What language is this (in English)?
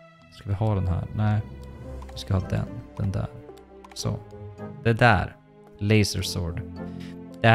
Swedish